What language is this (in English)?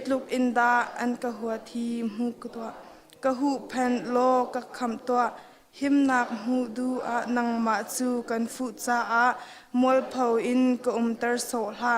Hakha Chin